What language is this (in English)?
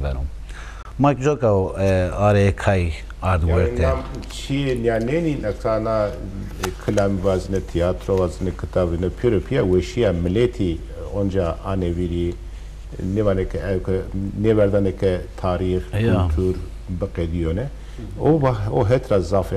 Zaza